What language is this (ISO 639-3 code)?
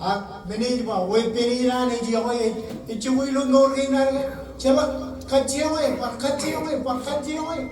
mah